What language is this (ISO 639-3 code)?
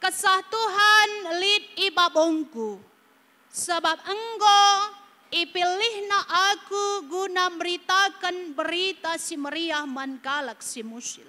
btx